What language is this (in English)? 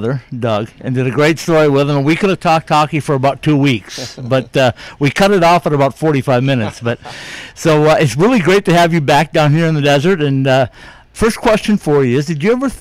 English